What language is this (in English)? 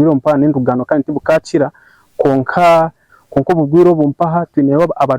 Nyankole